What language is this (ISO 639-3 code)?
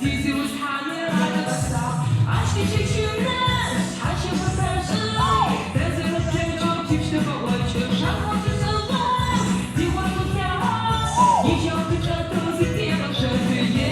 ady